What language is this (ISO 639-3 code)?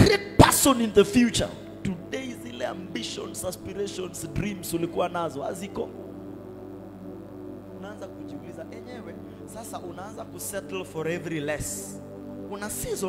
swa